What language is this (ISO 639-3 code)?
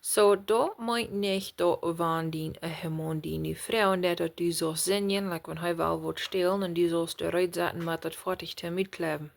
pdt